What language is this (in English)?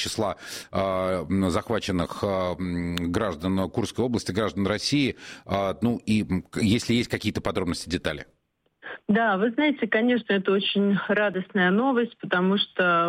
Russian